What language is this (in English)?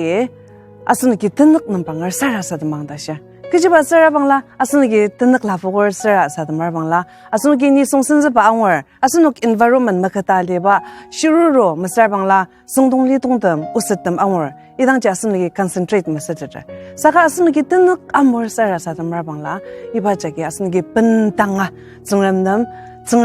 Ao Naga